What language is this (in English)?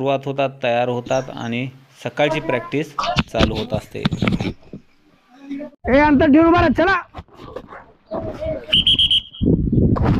Marathi